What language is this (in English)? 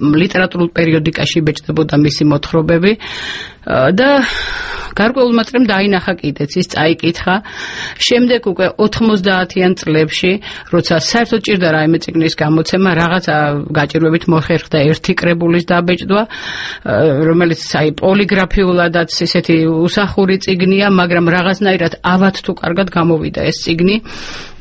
Georgian